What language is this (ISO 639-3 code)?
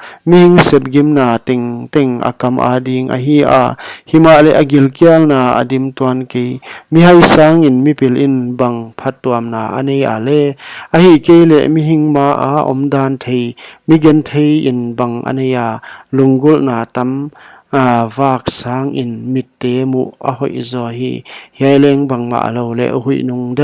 pck